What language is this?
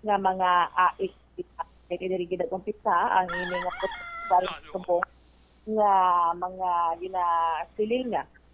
Hiligaynon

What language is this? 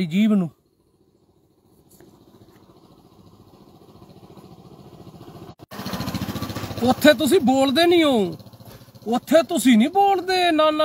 Punjabi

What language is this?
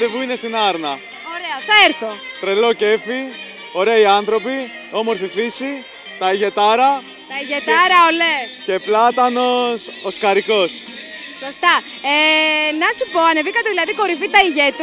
Greek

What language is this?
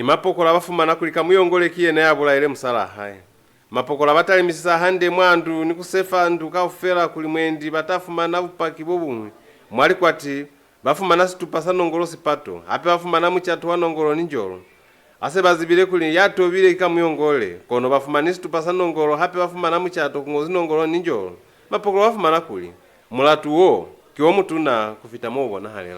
Lozi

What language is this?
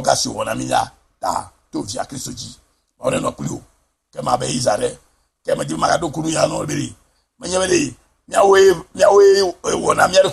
Ewe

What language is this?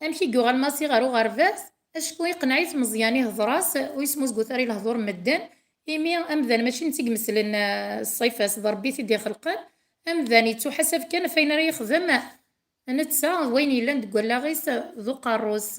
Kabyle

